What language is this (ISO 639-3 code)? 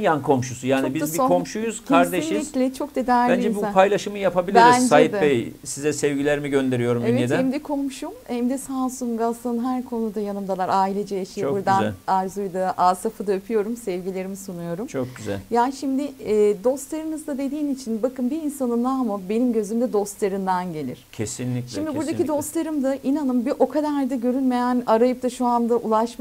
tur